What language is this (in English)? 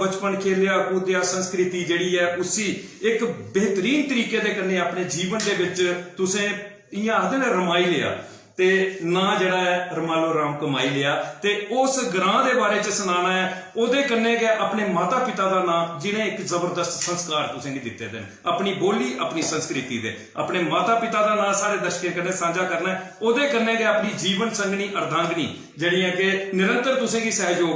Dogri